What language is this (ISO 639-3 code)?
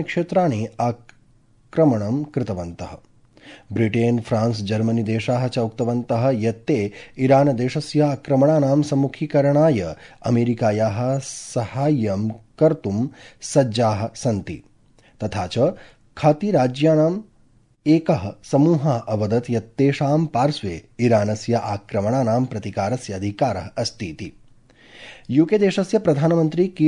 san